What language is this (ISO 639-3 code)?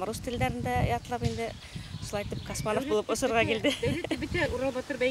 bak